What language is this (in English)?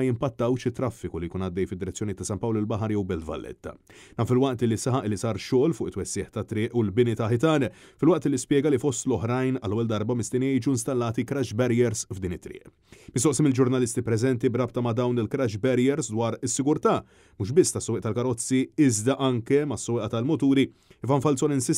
Maltese